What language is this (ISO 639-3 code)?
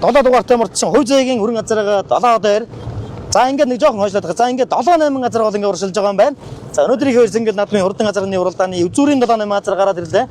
mon